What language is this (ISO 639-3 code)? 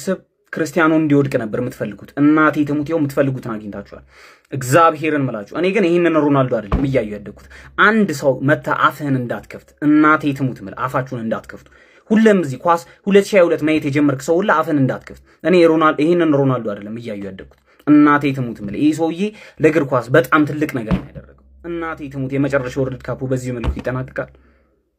amh